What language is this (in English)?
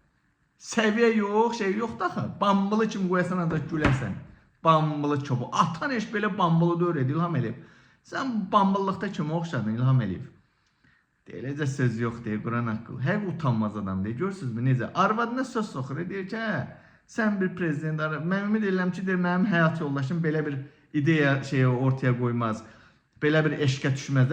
Azerbaijani